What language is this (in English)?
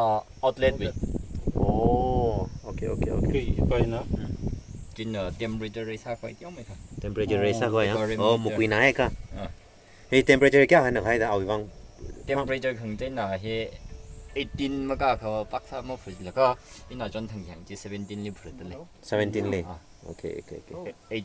Tangkhul Naga (India)